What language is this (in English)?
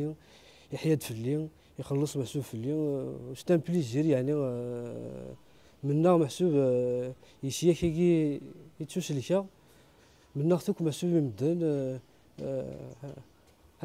Kabyle